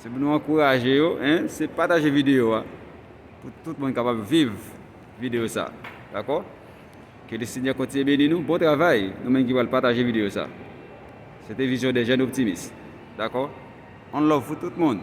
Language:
Haitian Creole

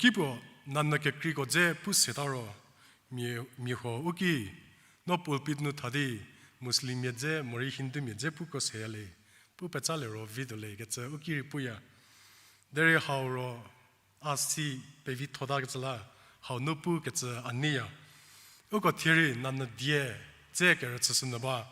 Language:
Angami Naga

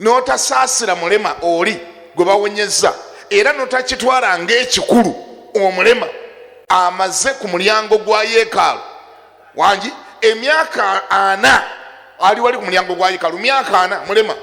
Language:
Ganda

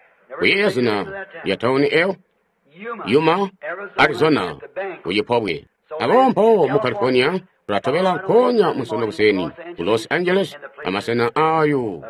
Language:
Tonga (Zambia)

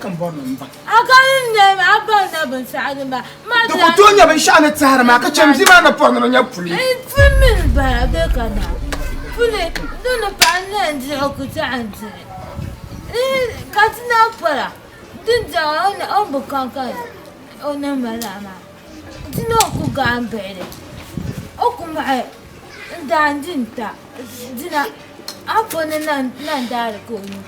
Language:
Dagbani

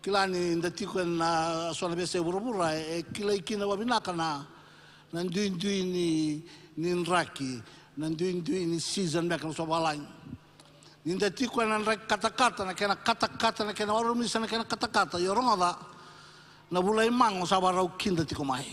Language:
Fijian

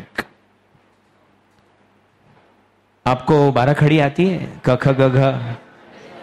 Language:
Hindi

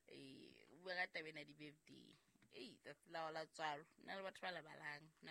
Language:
Southern Sotho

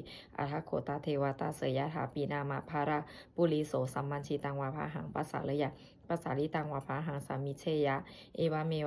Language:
Pali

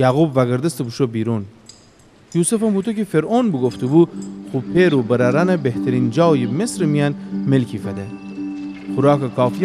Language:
Gilaki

